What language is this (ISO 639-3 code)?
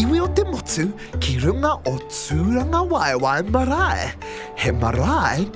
mri